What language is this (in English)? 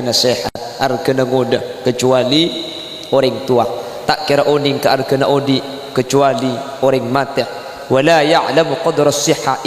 Madurese